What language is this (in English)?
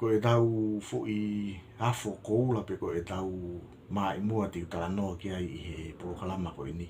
Tongan